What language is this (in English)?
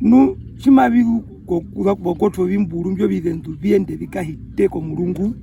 Herero